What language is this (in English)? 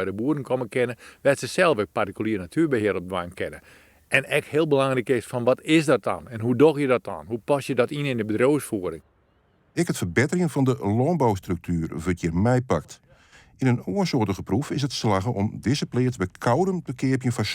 Western Frisian